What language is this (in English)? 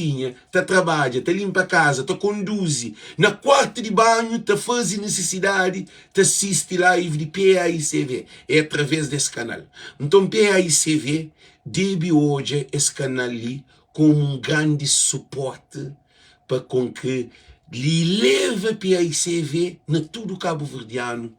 Kabuverdianu